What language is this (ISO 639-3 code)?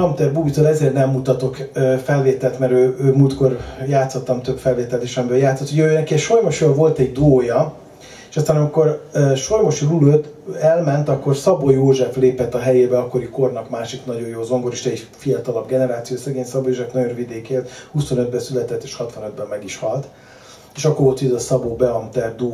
hun